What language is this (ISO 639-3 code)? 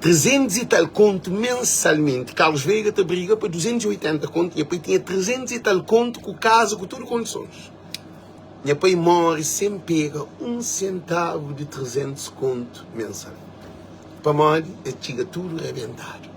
kea